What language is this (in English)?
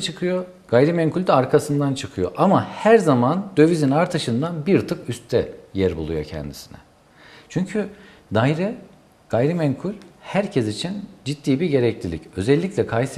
Turkish